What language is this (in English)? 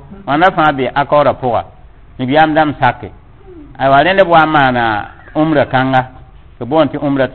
Mossi